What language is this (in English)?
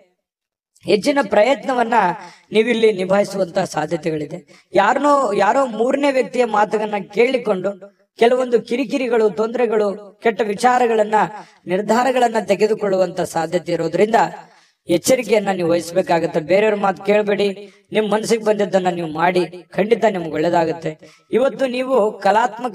Kannada